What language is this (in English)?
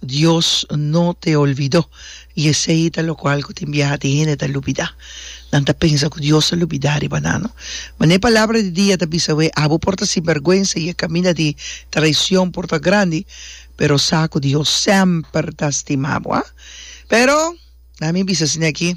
Papiamento